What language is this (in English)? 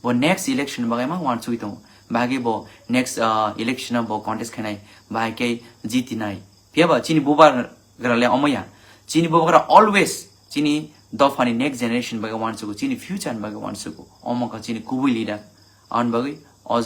Kok Borok